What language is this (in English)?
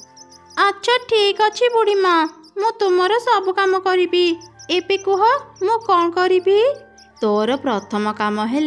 Odia